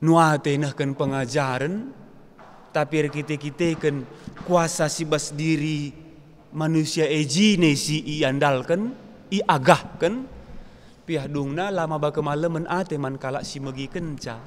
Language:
Batak Karo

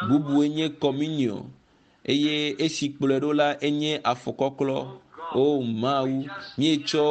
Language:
Ewe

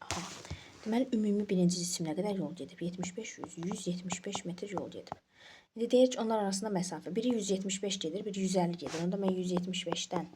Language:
Azerbaijani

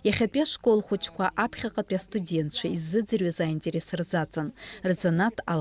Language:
Abkhazian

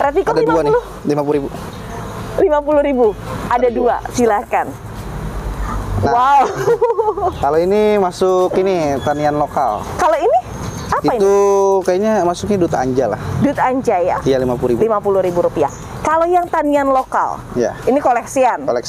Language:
Indonesian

